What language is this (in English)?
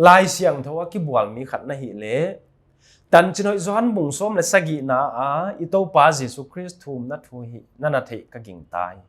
Paite Chin